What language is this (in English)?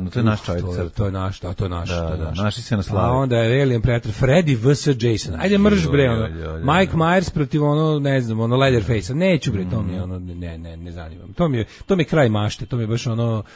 Serbian